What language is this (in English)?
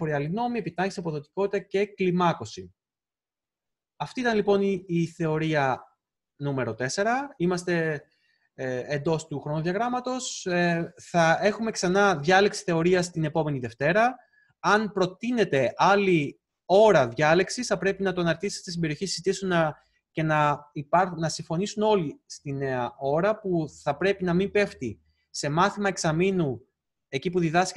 Greek